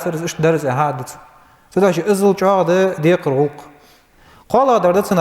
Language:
Ingush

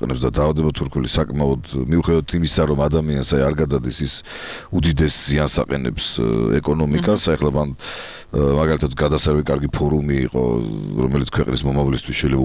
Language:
Georgian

